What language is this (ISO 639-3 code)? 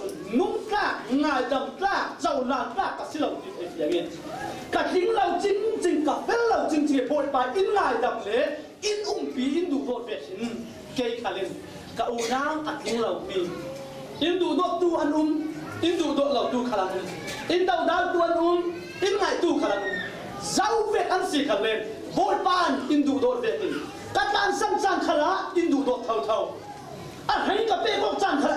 cfm